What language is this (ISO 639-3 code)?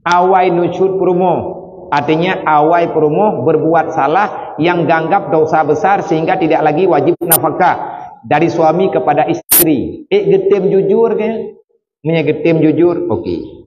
ace